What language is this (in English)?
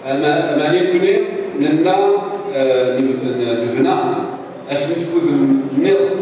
Kabyle